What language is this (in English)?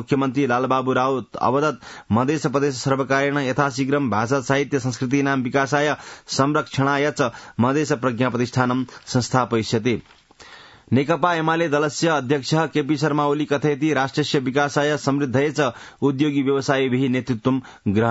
Sanskrit